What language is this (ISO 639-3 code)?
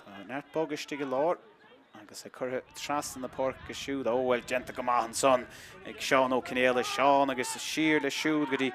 gle